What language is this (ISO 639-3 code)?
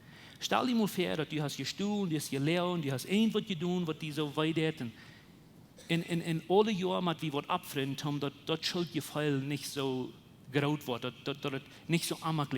pdt